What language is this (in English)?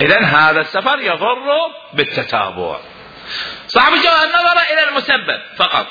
Mesopotamian Arabic